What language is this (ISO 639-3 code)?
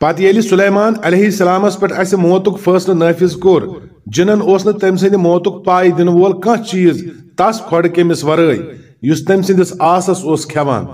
kas